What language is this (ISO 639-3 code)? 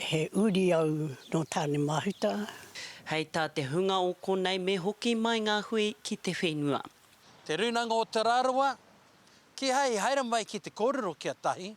mri